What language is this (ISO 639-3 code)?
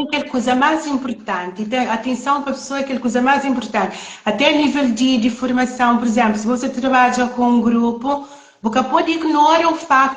kea